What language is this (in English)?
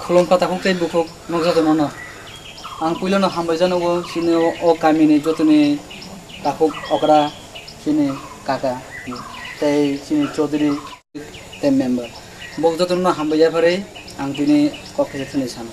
Kok Borok